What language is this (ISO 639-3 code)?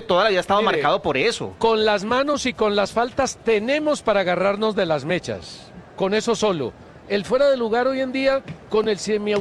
spa